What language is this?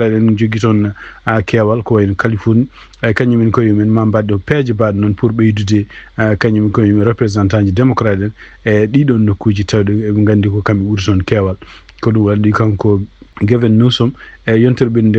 Fula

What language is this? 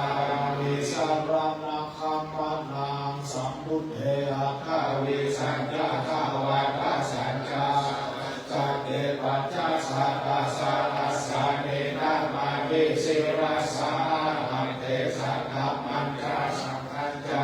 Pali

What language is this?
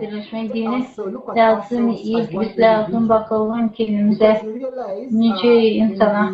Gagauz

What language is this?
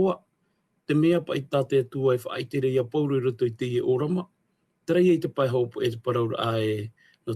Tahitian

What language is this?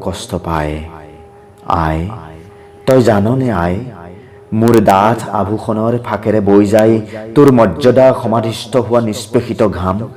Assamese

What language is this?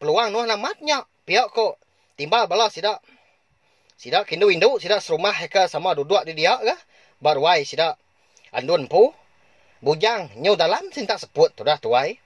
Iban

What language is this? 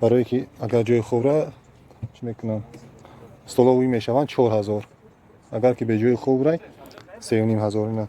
Tajik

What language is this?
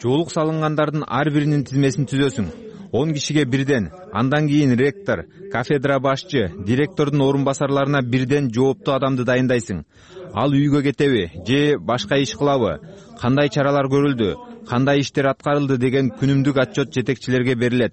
Kyrgyz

